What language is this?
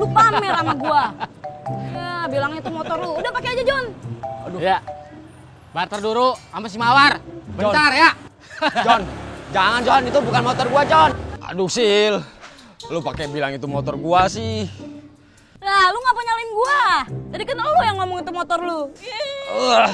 Betawi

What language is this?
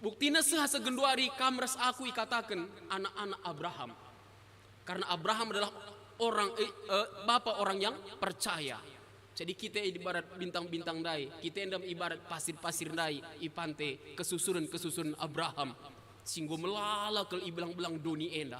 Batak Karo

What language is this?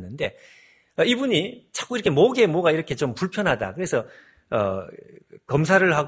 Korean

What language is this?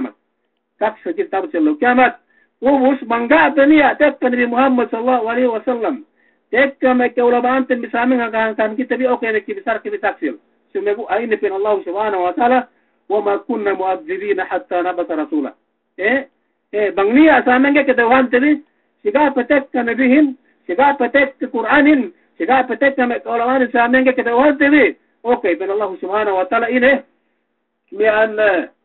Yakan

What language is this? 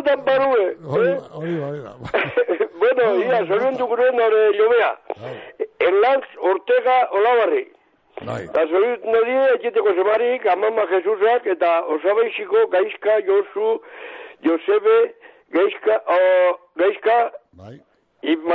Basque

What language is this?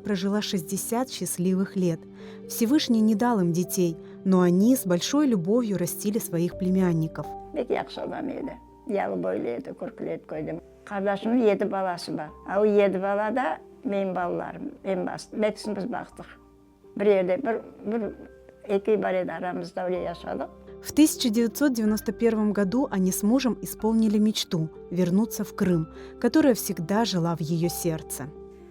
Crimean Tatar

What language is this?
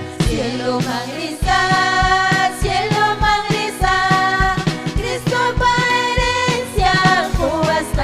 Ayacucho Quechua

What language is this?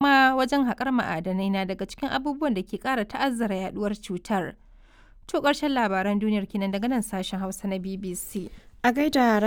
Hausa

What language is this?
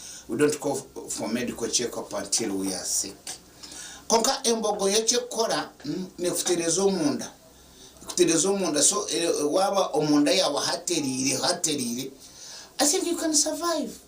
Nyankole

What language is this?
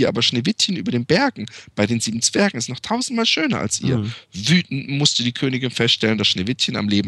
German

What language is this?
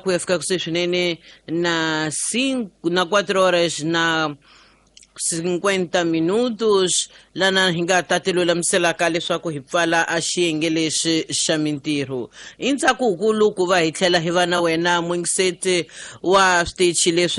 Tsonga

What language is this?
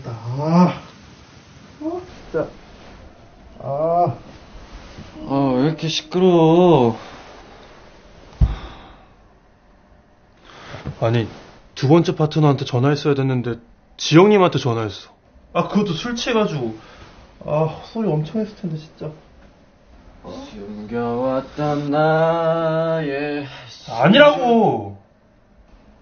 Korean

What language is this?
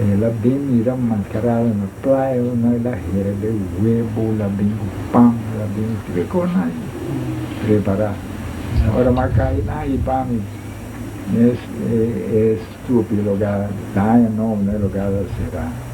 Papiamento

